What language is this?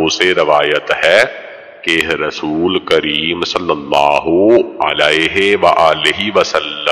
Urdu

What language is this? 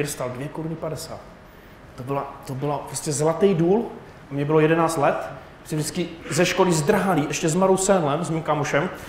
Czech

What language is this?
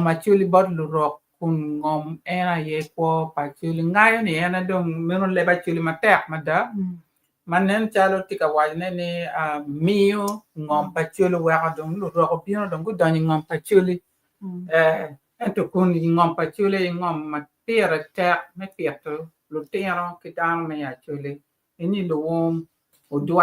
Acoli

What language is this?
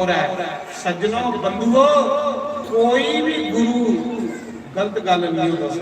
Dogri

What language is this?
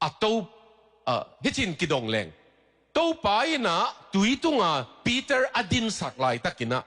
Tedim Chin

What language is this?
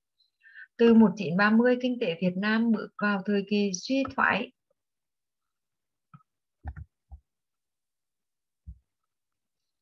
Vietnamese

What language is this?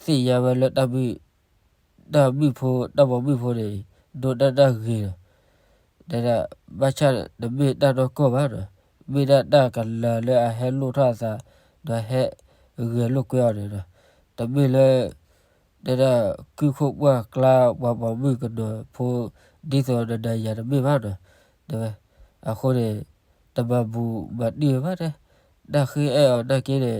S'gaw Karen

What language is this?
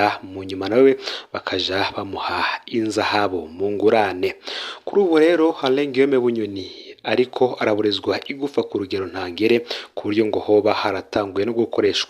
Rundi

